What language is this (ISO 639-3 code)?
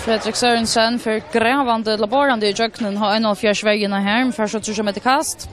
fao